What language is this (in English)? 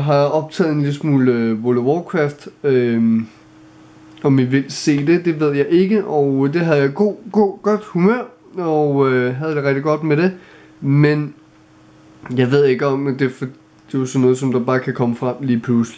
Danish